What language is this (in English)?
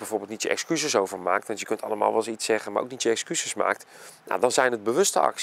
Dutch